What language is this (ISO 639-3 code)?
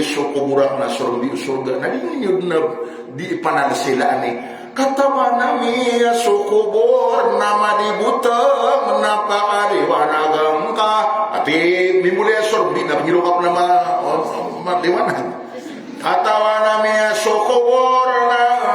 mrw